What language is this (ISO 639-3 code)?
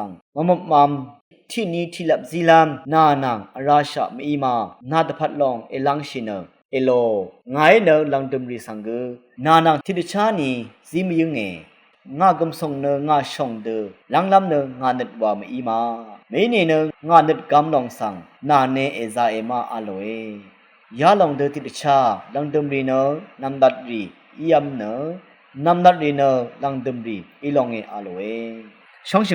raw